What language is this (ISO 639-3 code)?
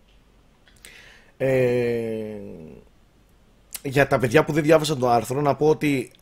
ell